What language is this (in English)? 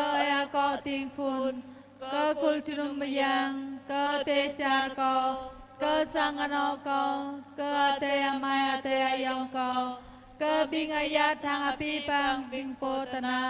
Jarai